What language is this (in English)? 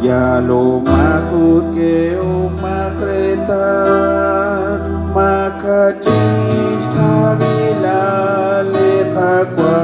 Kekchí